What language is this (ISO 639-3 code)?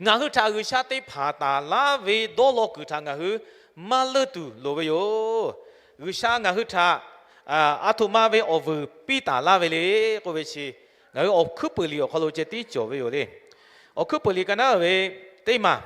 lhu